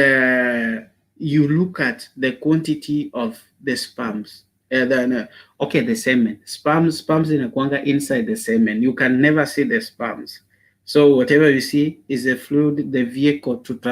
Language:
Gusii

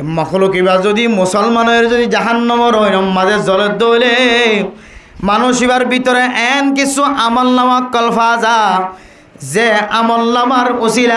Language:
Rohingya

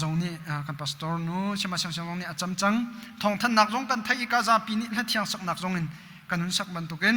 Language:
Hakha Chin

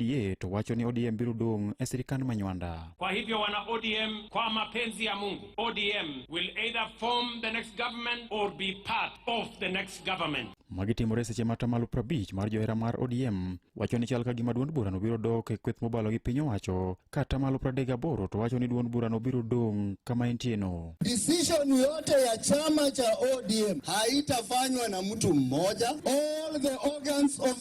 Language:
Luo (Kenya and Tanzania)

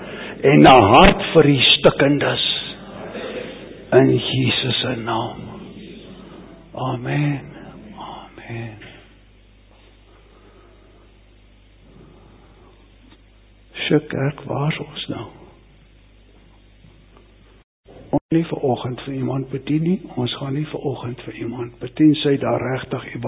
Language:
Afrikaans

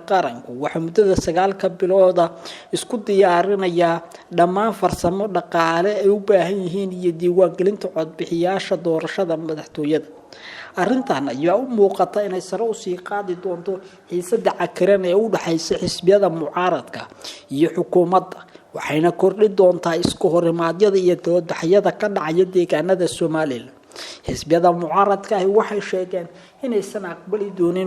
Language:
Somali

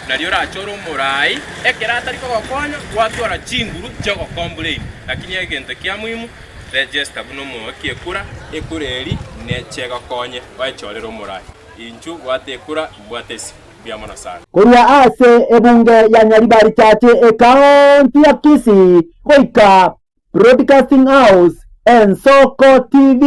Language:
Gusii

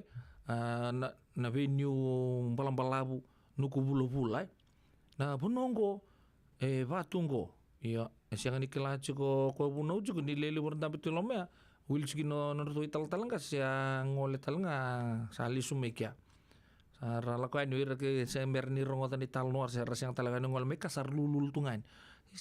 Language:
Fijian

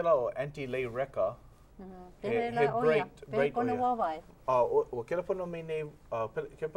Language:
Hawaiian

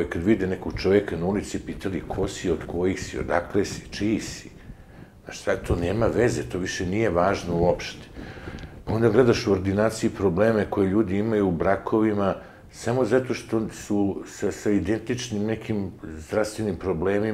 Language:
Serbian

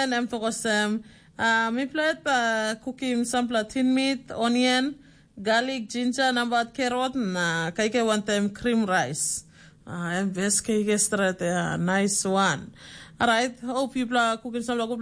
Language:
Tok Pisin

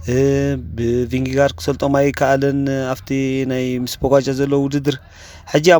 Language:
Tigrinya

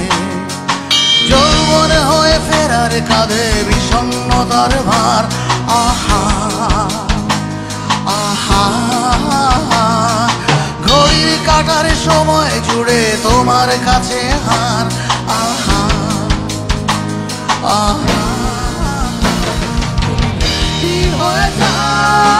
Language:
Bangla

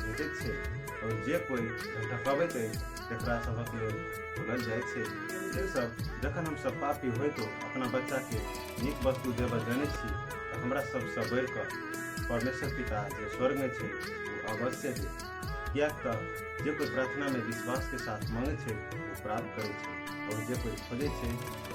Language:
Maithili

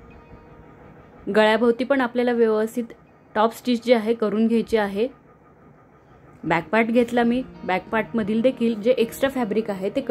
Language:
Marathi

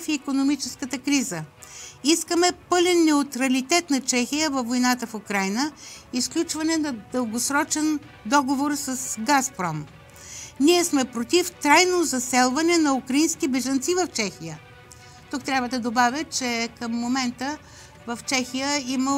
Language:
Bulgarian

